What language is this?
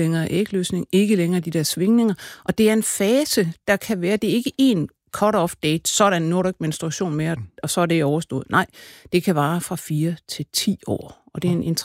Danish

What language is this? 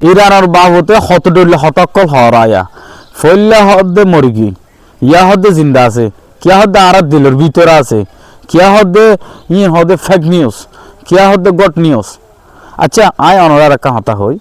Rohingya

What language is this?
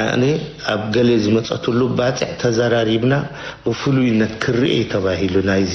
Tigrinya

